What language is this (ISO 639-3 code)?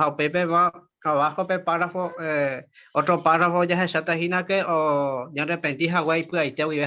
grn